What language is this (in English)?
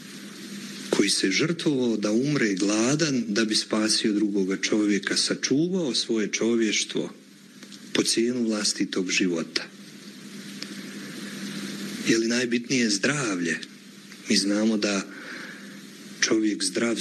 Croatian